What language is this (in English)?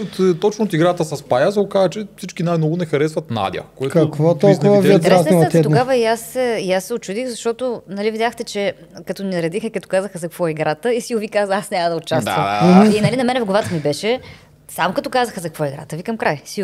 Bulgarian